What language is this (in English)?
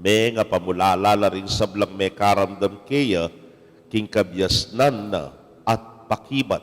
Pampanga